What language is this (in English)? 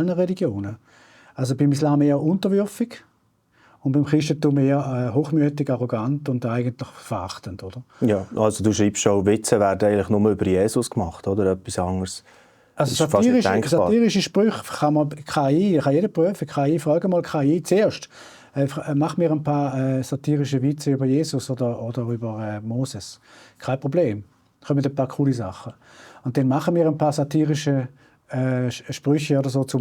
Swiss German